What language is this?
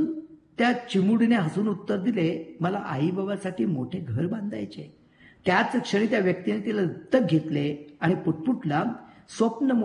Marathi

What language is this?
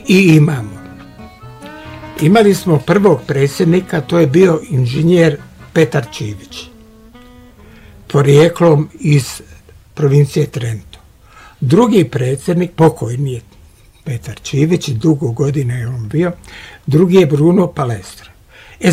Croatian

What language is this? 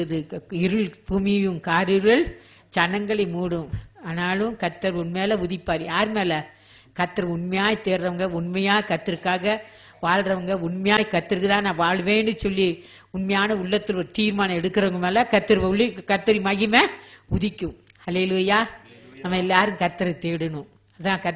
Tamil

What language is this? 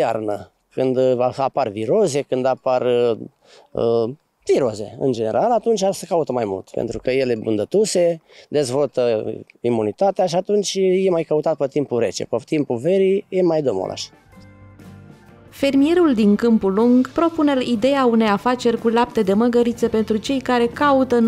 Romanian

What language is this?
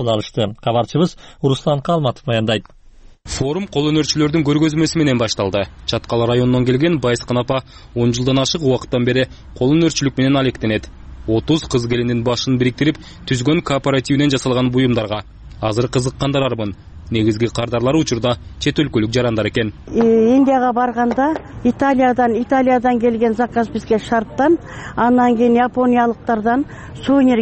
Kyrgyz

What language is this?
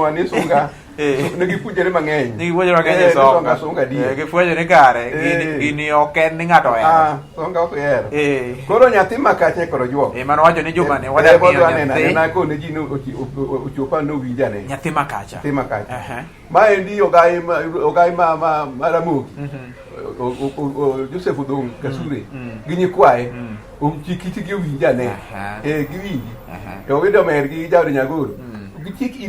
Luo (Kenya and Tanzania)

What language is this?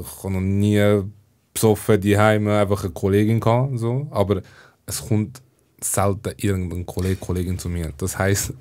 Swiss German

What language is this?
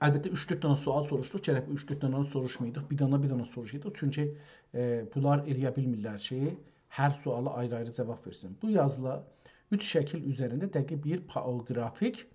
South Azerbaijani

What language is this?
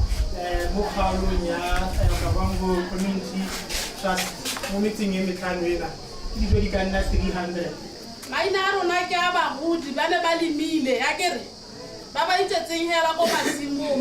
Tswana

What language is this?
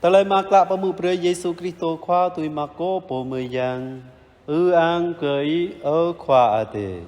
Jarai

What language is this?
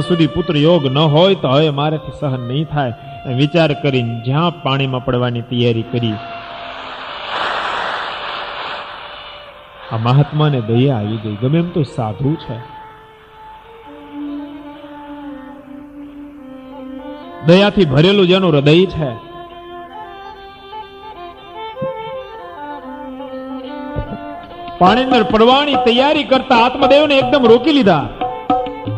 Gujarati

